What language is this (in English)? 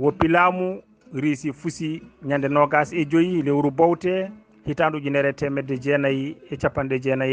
Fula